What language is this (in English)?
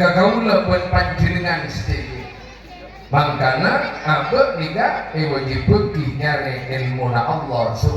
Madurese